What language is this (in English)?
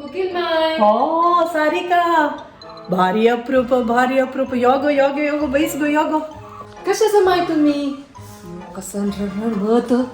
Konkani